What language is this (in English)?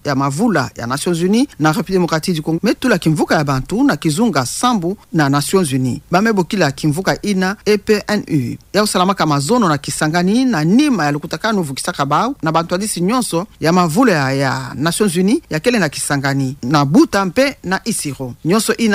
Kituba (Democratic Republic of Congo)